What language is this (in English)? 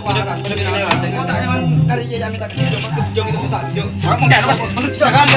Madurese